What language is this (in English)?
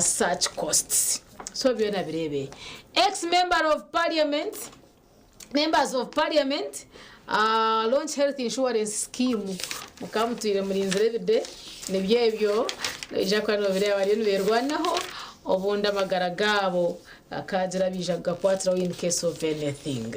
Nyankole